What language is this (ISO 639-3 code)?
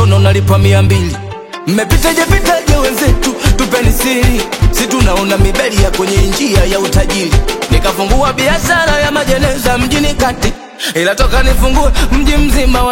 swa